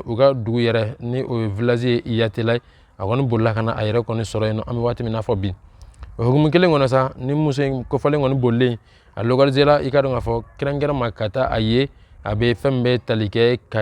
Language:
Bambara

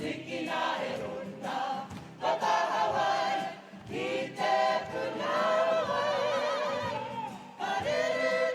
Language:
Māori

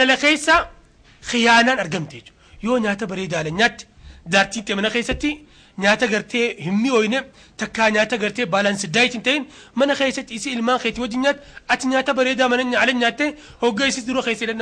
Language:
Oromo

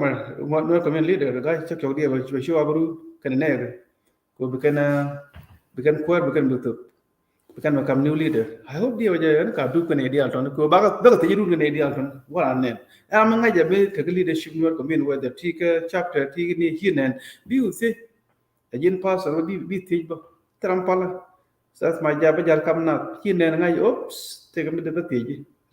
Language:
Nuer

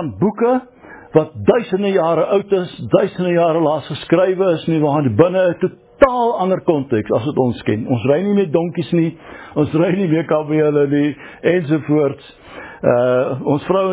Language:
Afrikaans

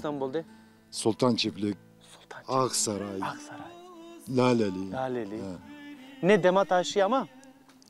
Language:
Zaza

